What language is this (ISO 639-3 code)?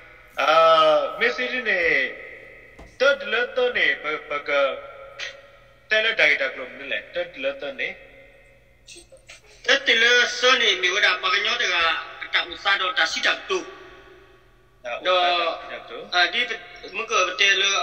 ksw